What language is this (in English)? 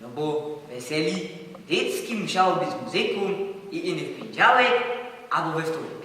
Silesian